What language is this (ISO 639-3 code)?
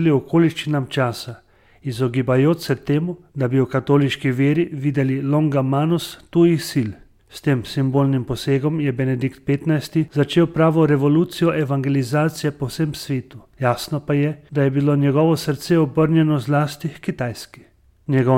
slv